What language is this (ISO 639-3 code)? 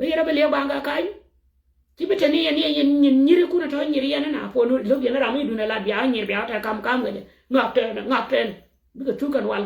nus